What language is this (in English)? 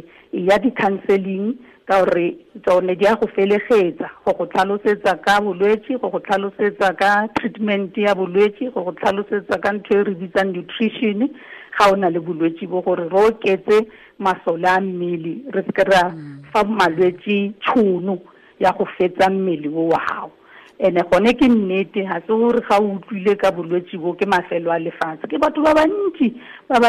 Tswana